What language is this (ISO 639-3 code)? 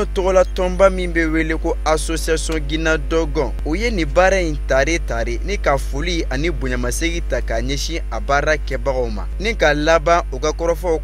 bam